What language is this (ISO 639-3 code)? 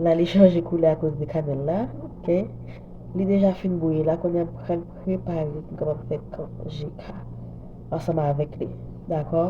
hat